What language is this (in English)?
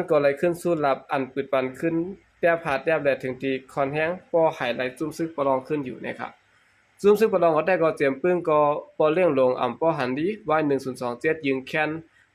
Shan